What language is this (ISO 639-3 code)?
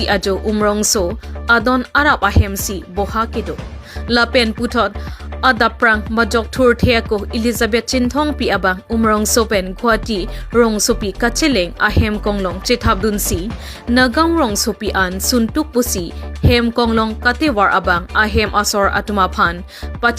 mjw